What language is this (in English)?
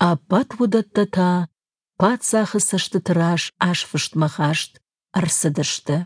Ossetic